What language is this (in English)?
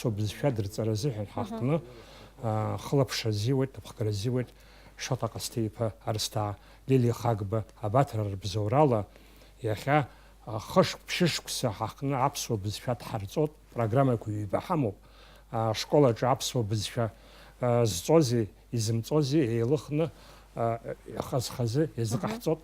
Abkhazian